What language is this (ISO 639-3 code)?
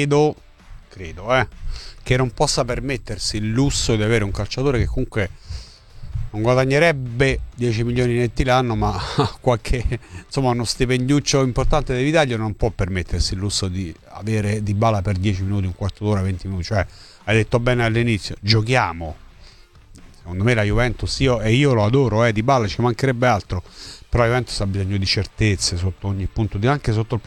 ita